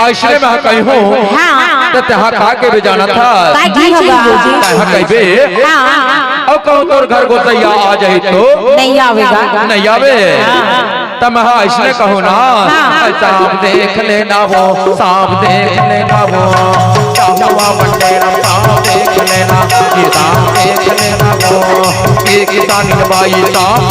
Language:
Chhattisgarhi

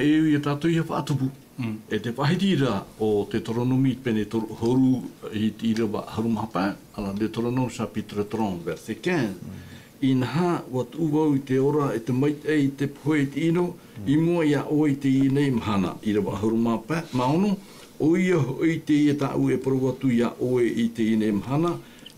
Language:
Tahitian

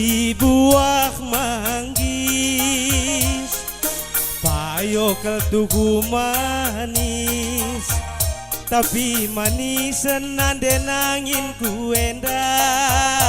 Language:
Batak Karo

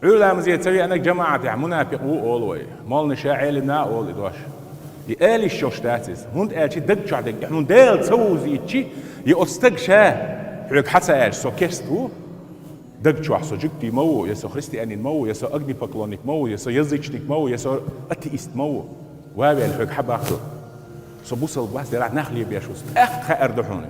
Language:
Chechen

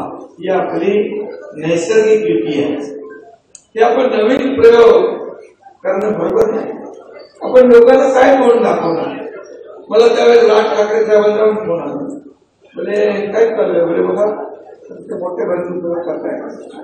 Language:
Marathi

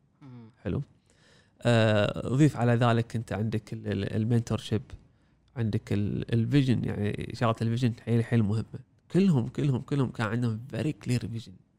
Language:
Gulf Arabic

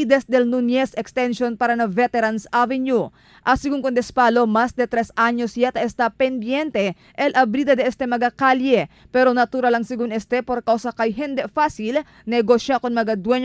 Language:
Chavacano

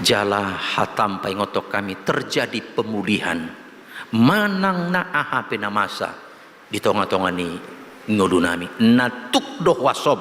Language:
Batak Toba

